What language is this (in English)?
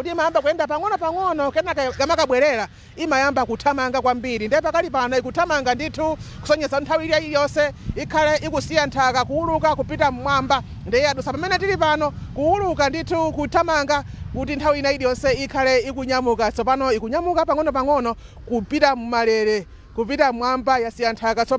Nyanja